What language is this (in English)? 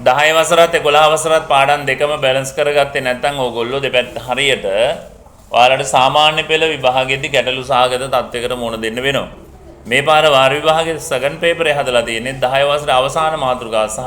Sinhala